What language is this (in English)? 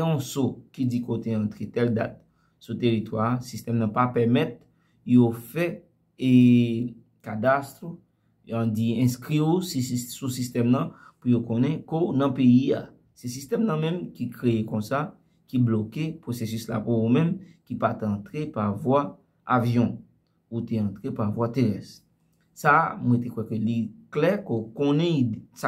Haitian Creole